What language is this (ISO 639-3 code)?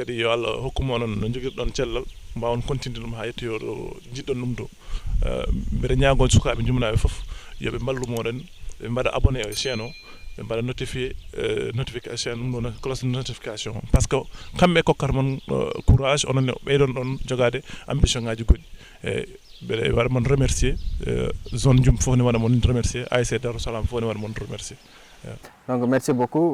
ful